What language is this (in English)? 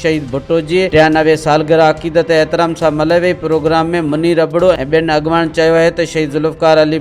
Sindhi